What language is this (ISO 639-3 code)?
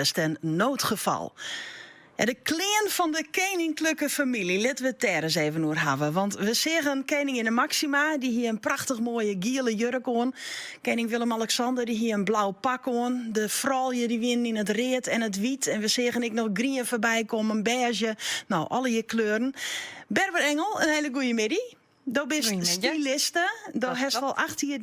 fry